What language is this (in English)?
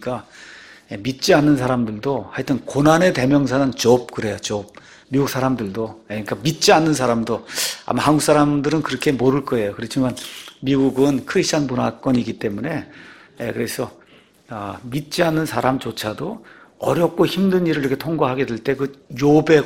Korean